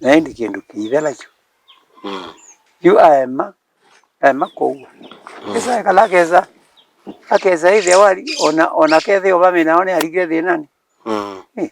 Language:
Kamba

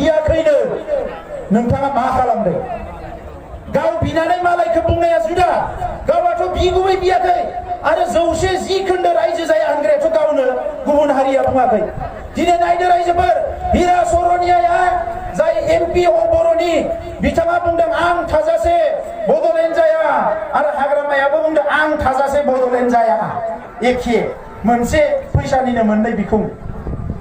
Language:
Bodo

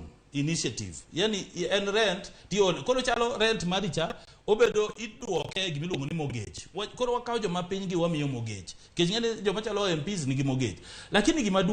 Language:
Luo (Kenya and Tanzania)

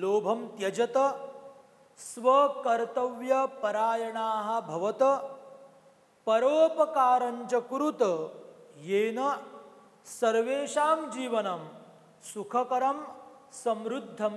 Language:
Sanskrit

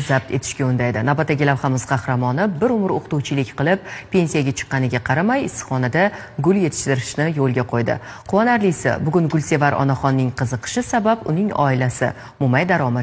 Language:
Uzbek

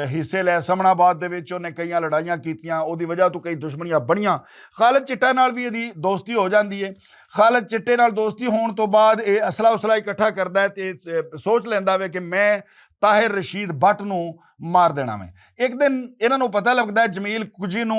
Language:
Western Panjabi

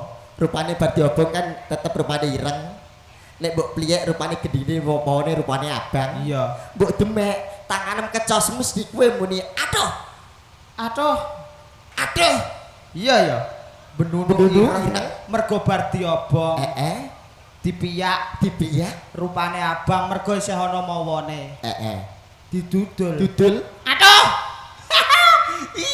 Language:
Javanese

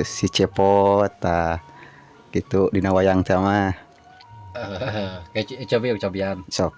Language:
Sundanese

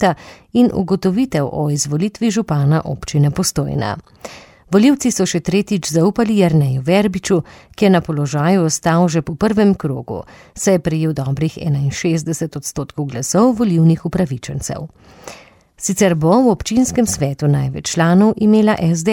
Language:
Slovenian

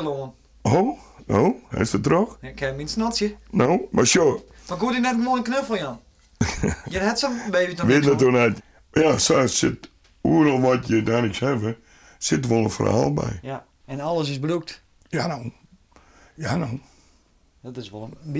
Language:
Western Frisian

